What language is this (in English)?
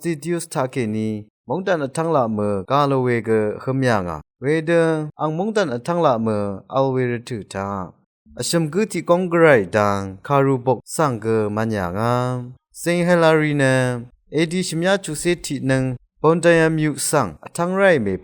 Rawang